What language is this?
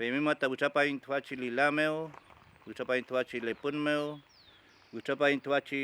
Mapuche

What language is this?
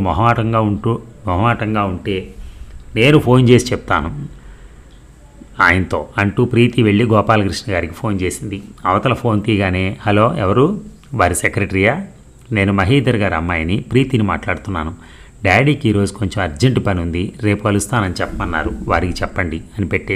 Telugu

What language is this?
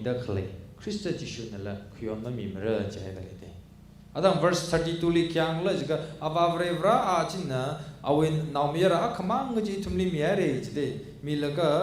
Tangkhul Naga (India)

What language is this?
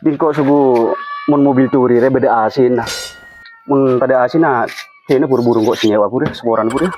Madurese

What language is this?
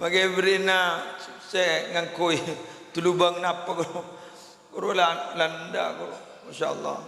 Madurese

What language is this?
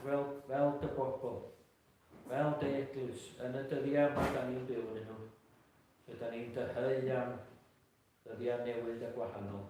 Welsh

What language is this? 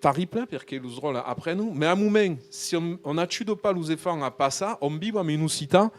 Occitan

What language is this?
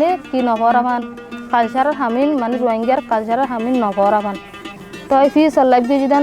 Rohingya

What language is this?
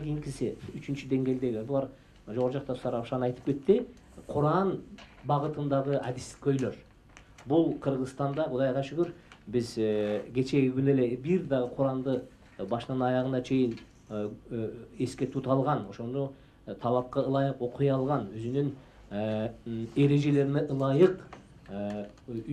Kyrgyz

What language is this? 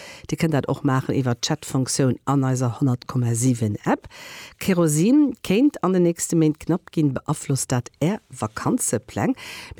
Luxembourgish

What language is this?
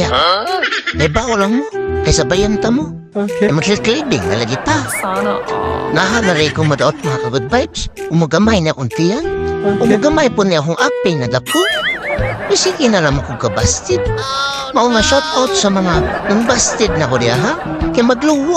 Cebuano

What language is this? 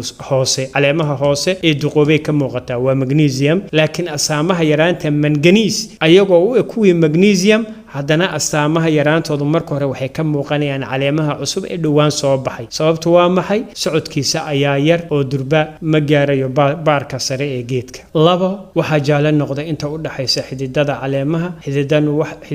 Somali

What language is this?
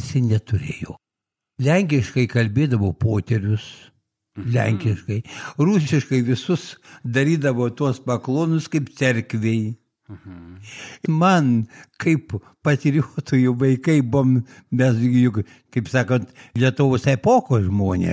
Lithuanian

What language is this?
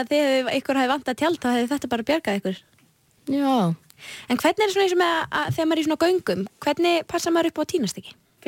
Icelandic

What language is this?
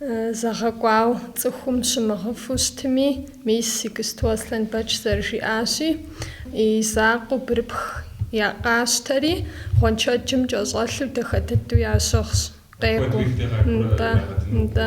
Kabardian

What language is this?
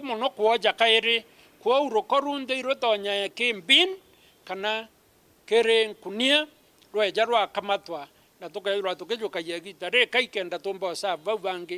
Meru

